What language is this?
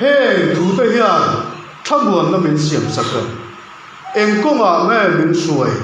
Mizo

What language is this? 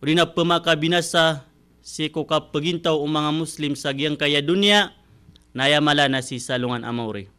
Maranao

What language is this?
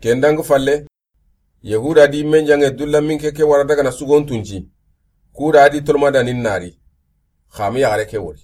Soninke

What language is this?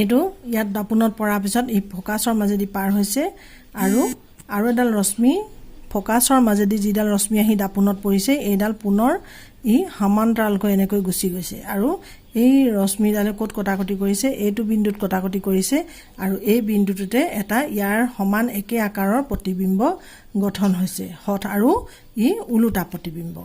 Assamese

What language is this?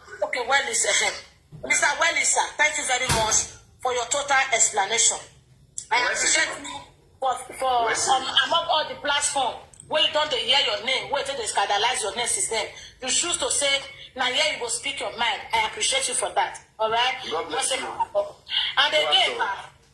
Nigerian Pidgin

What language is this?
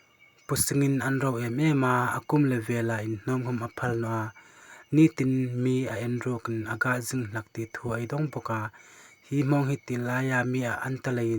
Hmar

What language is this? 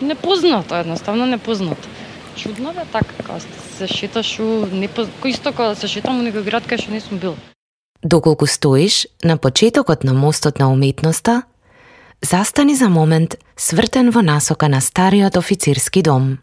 Macedonian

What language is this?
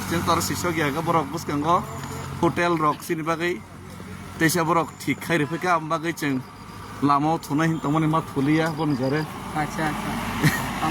Kok Borok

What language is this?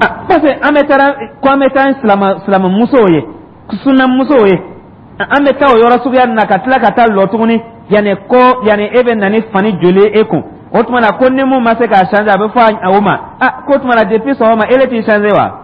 Dyula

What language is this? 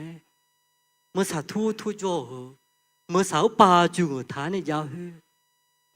Akha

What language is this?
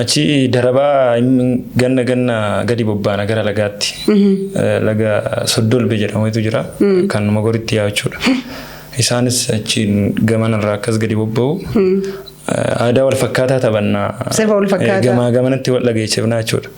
Oromo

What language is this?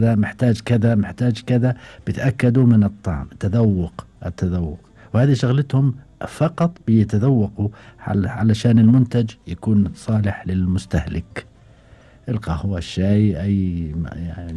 Gulf Arabic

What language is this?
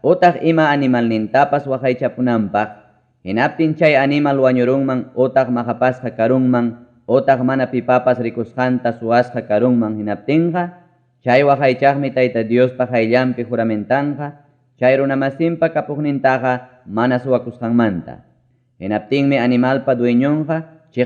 Ayacucho Quechua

